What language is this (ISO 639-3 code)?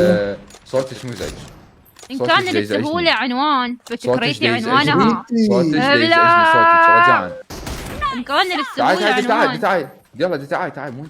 acm